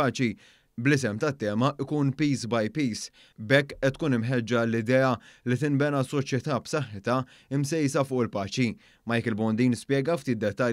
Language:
Maltese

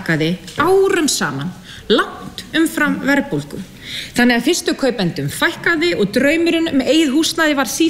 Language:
Icelandic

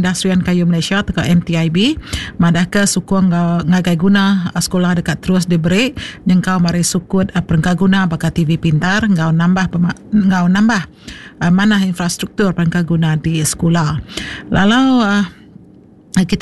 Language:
Iban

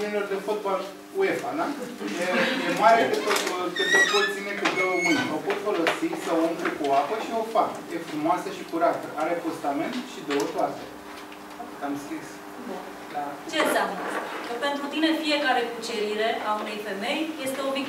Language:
Romanian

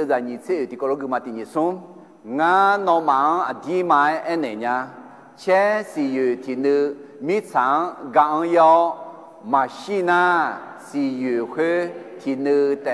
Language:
Akha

